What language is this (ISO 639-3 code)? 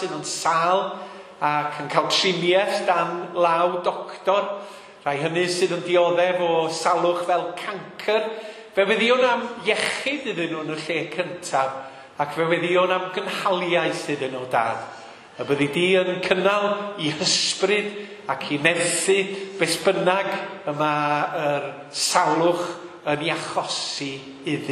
cym